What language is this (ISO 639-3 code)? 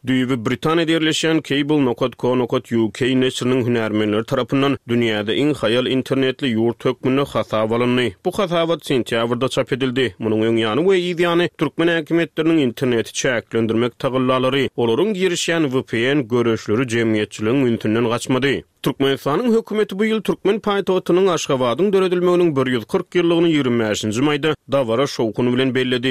tuk